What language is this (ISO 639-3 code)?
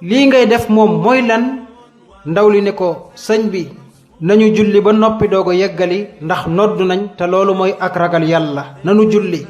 wol